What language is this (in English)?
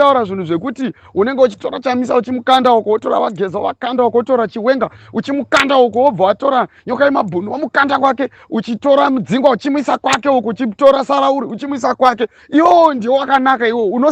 Shona